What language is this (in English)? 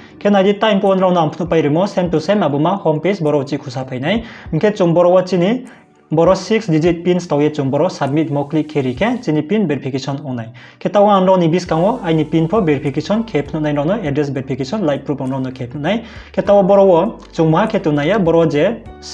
Riang (India)